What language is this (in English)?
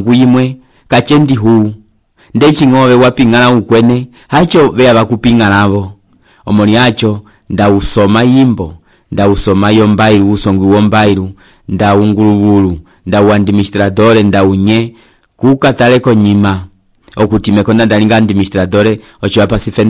Umbundu